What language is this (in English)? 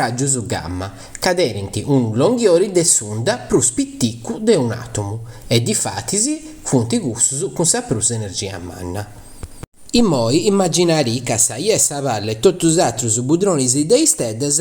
Sardinian